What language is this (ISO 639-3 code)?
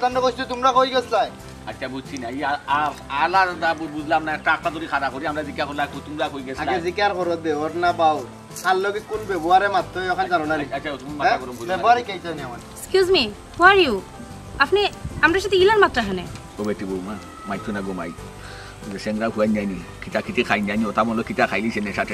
syl